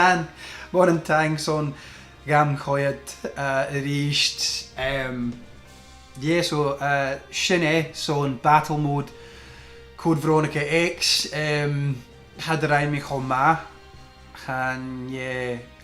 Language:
Scottish Gaelic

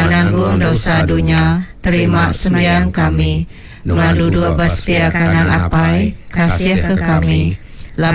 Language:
Iban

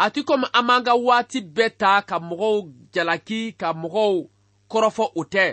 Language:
Bambara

